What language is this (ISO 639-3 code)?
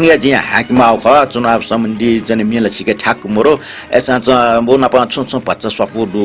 new